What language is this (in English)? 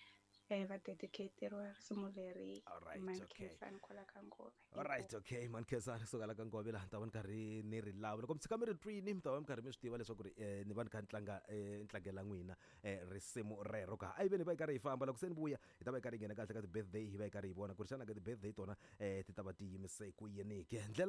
Tsonga